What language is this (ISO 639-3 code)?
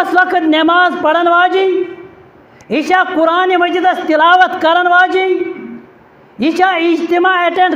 kas